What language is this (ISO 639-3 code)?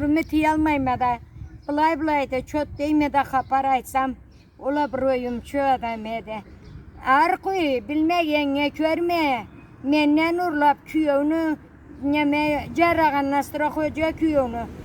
krc